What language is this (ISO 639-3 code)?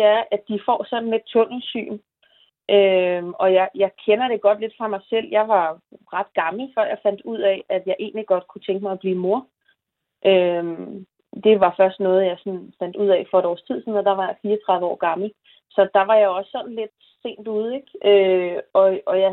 dan